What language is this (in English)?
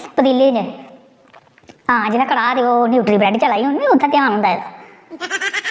Dogri